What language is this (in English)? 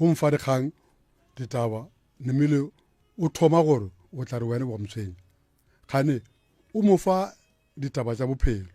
Northern Sotho